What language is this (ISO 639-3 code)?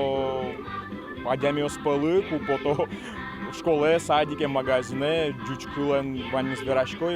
udm